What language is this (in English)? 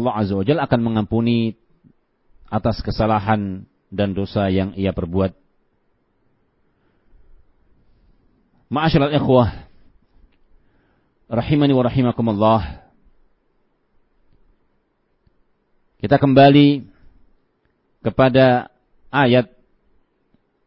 Indonesian